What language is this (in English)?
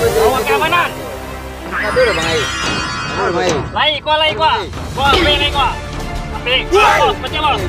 Minangkabau